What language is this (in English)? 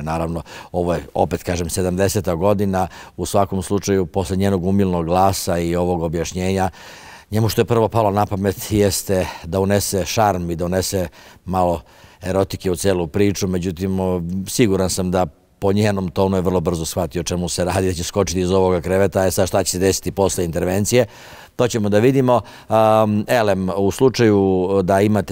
Serbian